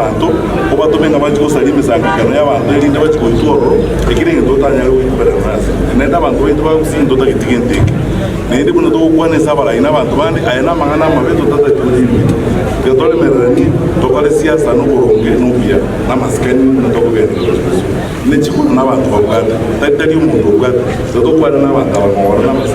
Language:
Gusii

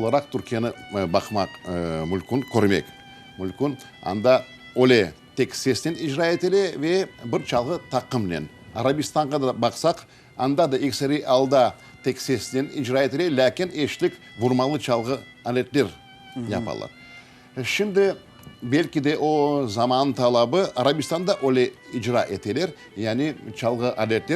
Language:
Crimean Tatar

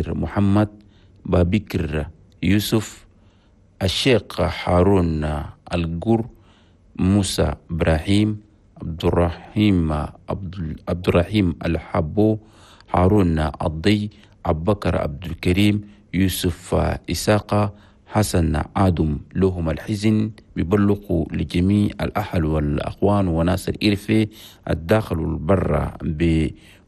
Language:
Chadian Arabic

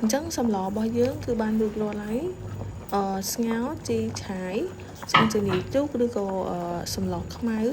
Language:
Khmer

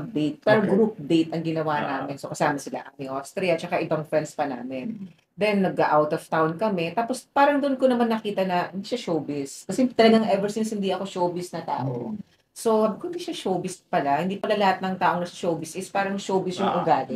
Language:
Filipino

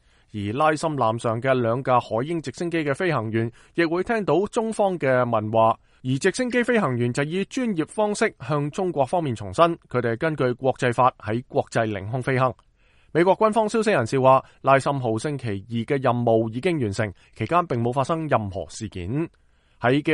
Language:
Cantonese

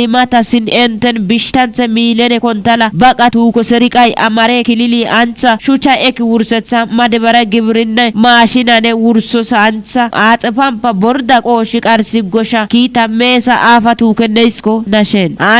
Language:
Kafa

